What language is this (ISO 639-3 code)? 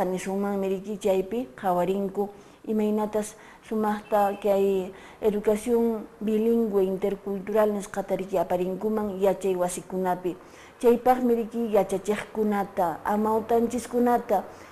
que